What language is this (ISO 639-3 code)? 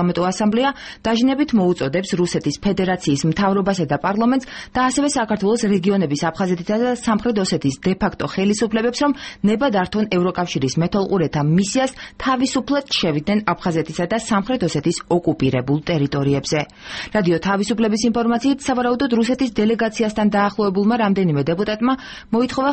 kat